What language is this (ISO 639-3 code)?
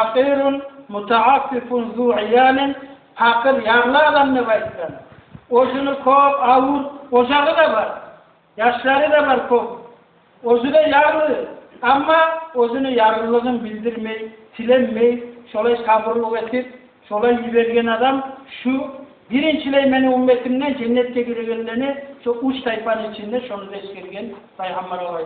kum